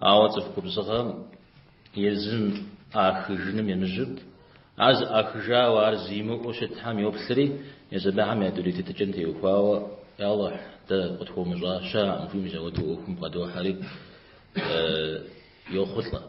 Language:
Kabardian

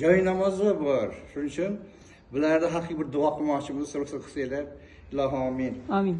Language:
Uzbek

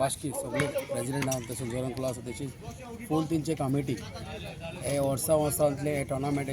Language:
Konkani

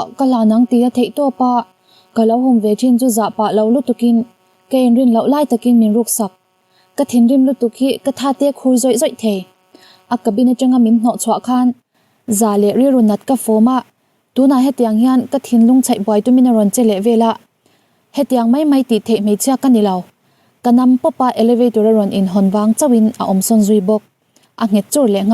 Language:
Mizo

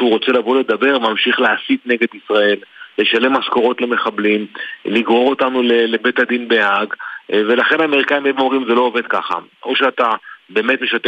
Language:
Hebrew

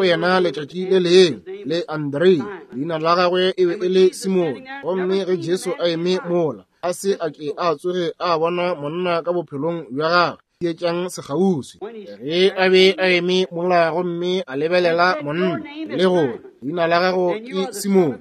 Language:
Northern Sotho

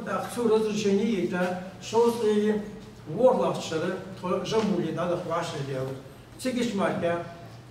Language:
Ingush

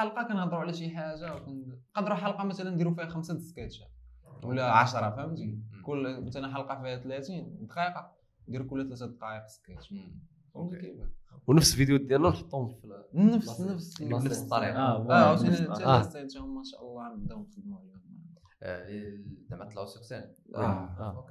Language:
Moroccan Arabic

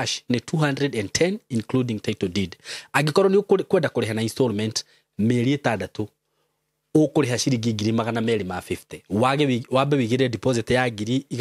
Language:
Kikuyu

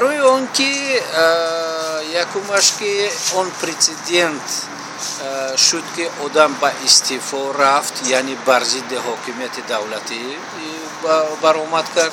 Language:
Tajik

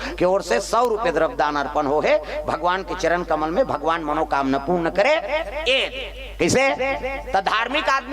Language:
Chhattisgarhi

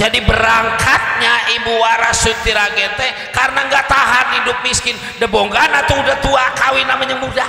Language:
Betawi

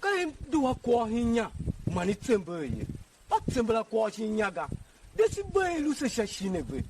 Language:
Tiv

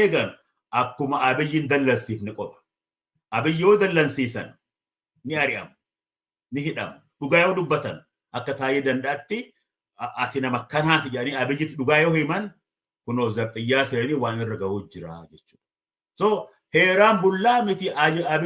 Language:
Oromo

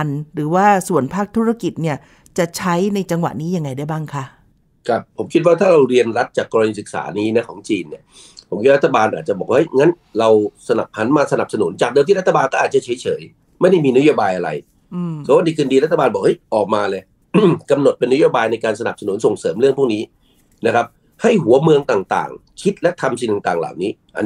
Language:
Thai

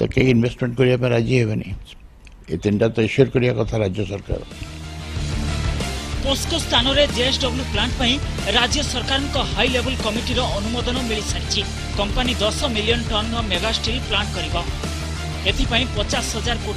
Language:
Odia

